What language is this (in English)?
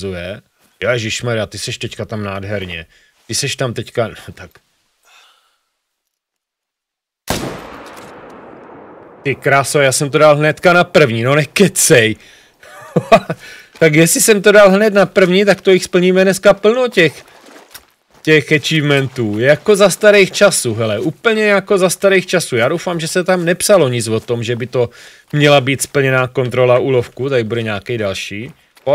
Czech